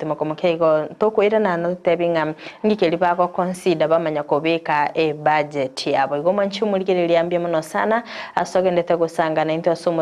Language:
Gusii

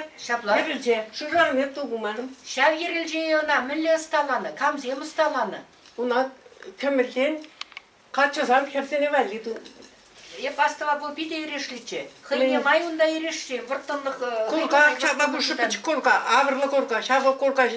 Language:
Chuvash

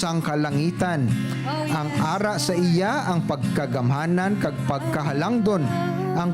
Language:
Hiligaynon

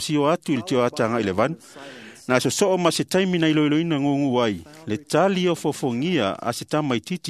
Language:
Samoan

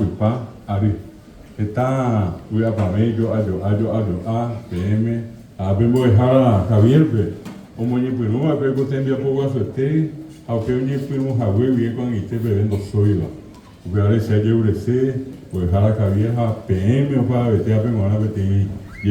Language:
Guarani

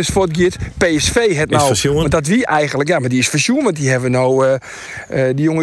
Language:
Western Frisian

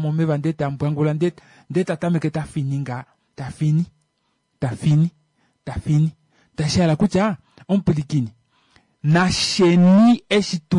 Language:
Kuanyama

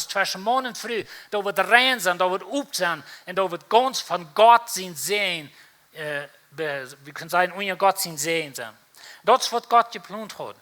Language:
Plautdietsch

